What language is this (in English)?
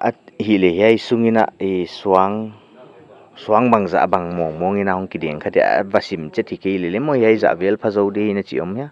Paite Chin